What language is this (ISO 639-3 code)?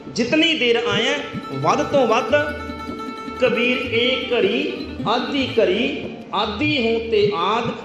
pan